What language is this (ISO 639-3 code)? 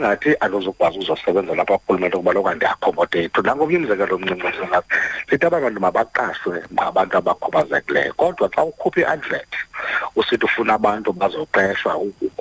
xho